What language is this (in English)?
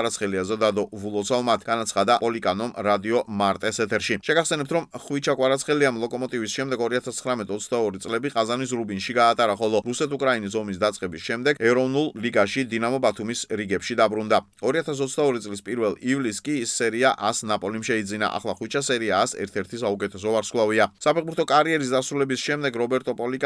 Georgian